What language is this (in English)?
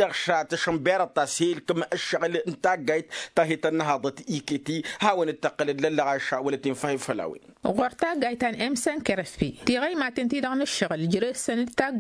Tamasheq